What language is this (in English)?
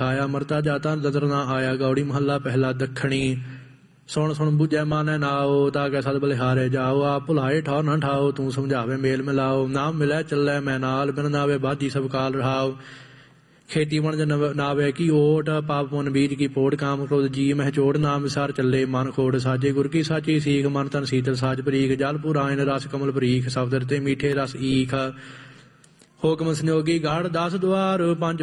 Punjabi